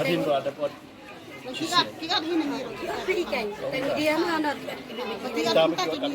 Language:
Khasi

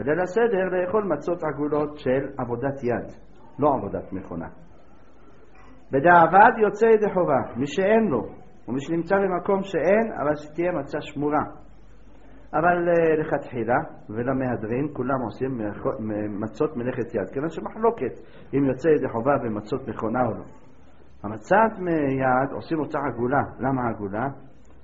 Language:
Hebrew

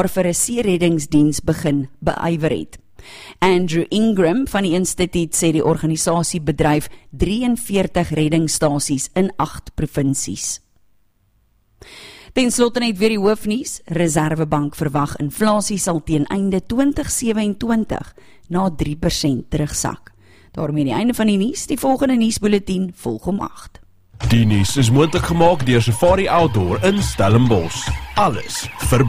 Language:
Afrikaans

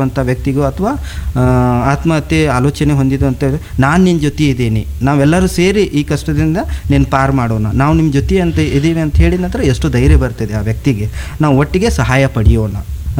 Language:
Kannada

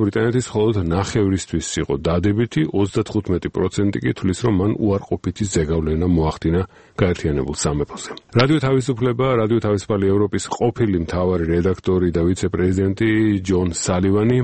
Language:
Georgian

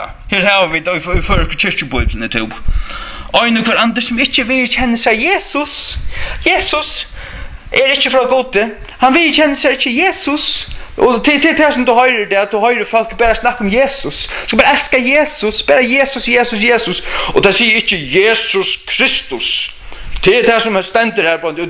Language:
Faroese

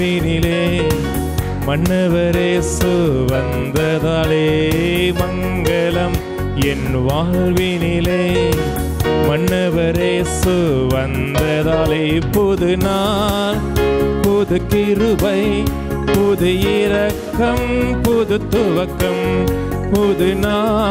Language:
Tamil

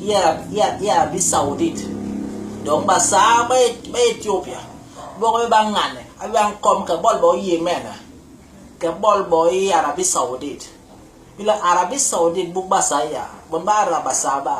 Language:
Basaa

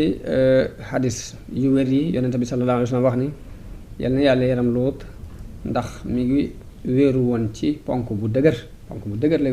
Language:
Wolof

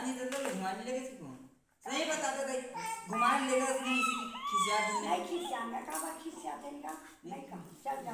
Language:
Chhattisgarhi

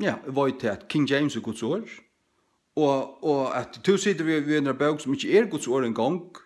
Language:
Faroese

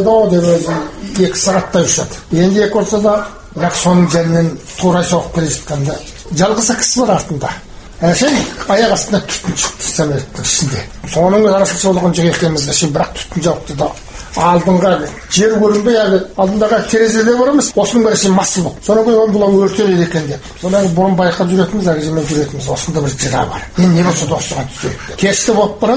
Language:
Kazakh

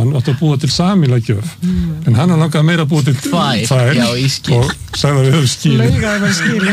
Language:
Icelandic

